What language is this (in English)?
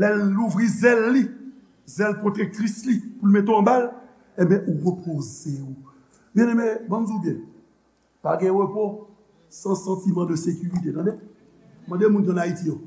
Haitian Creole